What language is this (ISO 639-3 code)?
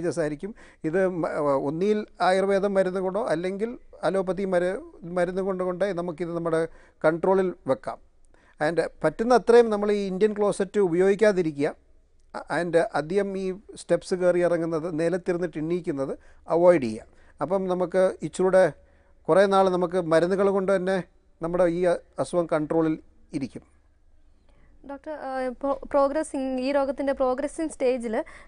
mal